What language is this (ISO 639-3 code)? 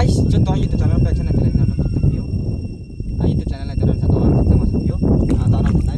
ria